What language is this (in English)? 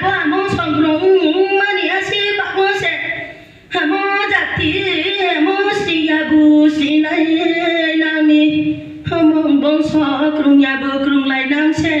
Riang (India)